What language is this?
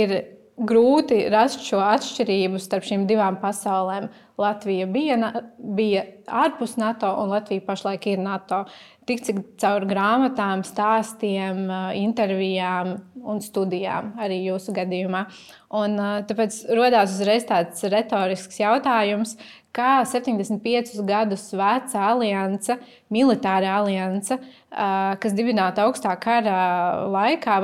Latvian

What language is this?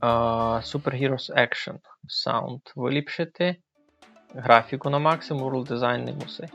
Rusyn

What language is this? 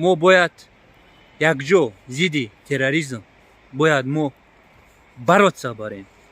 Tajik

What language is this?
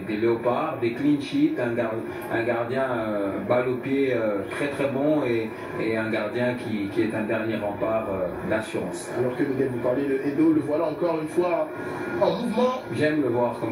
French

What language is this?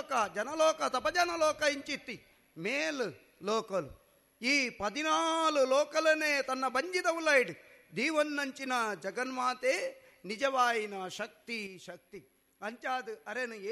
Tulu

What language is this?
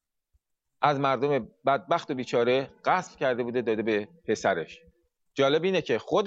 Persian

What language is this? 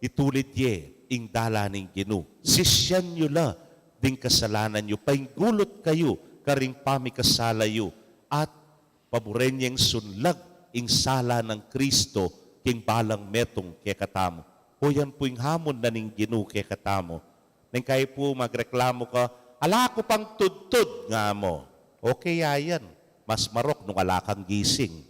Pampanga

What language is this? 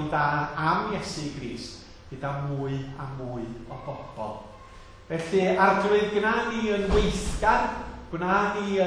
Welsh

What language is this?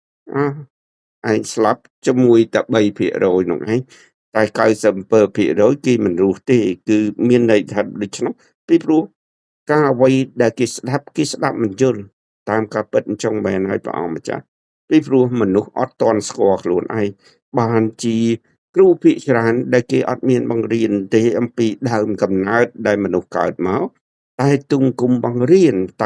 Khmer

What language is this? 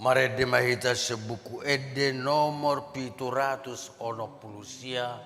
Batak Toba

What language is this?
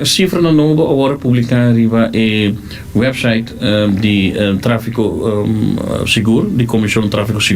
Papiamento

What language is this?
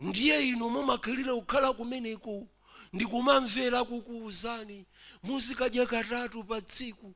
Nyanja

